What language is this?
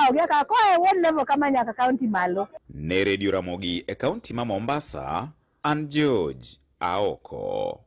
Luo (Kenya and Tanzania)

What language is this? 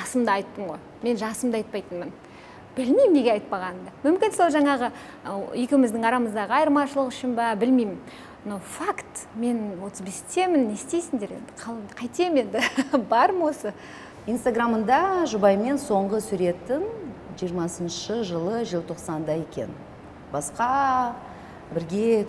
Kazakh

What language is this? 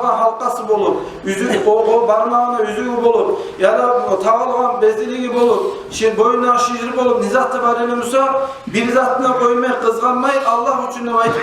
Kumyk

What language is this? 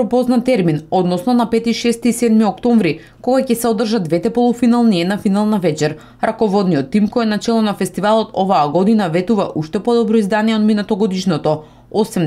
Macedonian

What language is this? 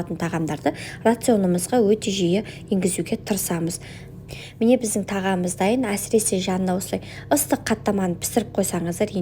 Kazakh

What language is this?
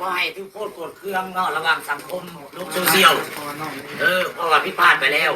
Northeastern Thai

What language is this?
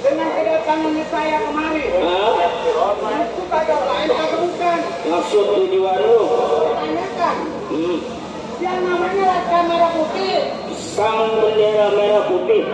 Betawi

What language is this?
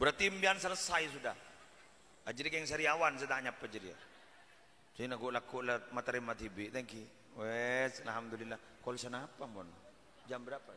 Madurese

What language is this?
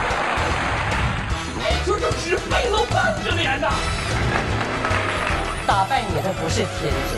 Chinese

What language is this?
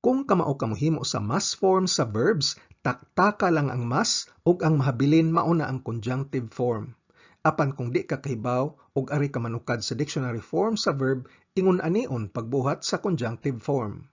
Cebuano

